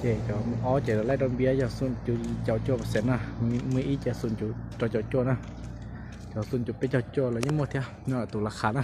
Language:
Hmong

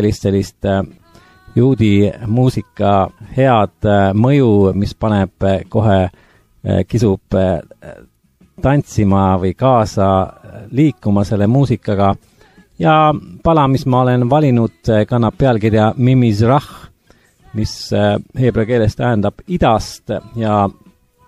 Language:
Estonian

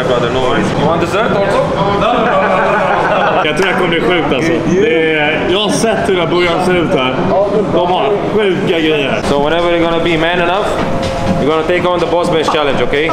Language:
Swedish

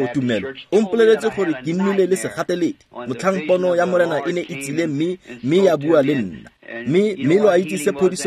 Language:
Tswana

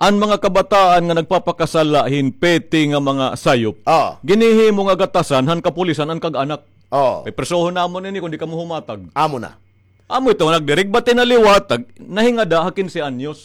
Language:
Waray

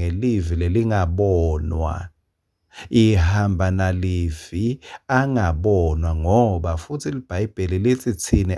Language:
Swati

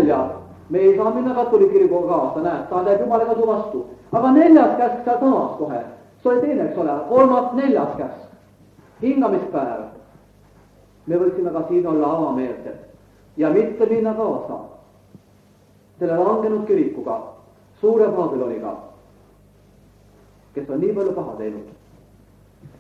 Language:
Estonian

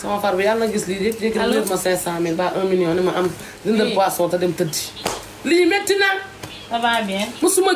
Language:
Wolof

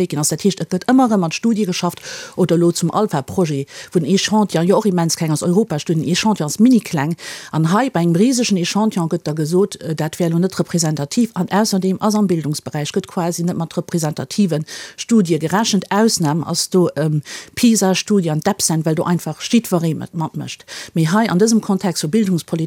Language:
Luxembourgish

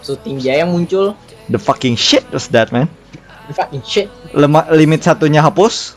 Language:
Banjar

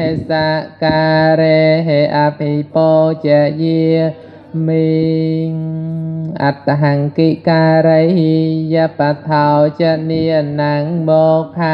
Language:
Khmer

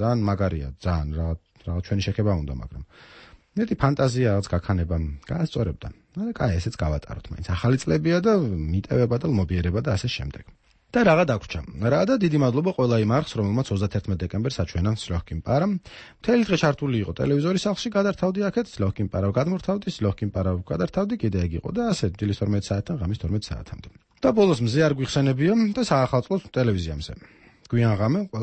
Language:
Georgian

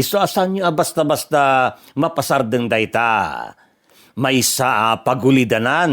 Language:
Iloko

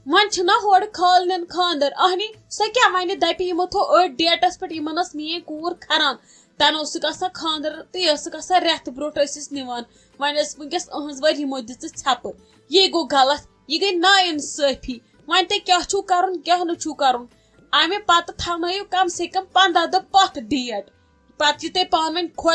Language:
Kashmiri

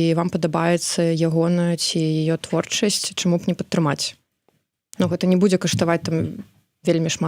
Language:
Belarusian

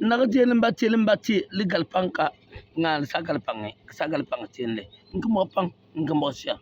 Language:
Bimoba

